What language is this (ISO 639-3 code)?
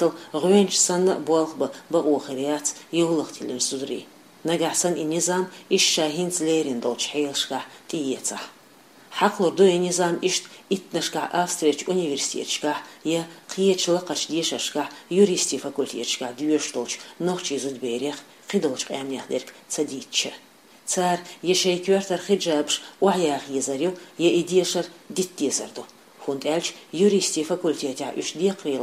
che